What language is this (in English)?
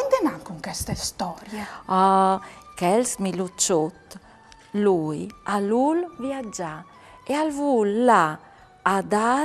Friulian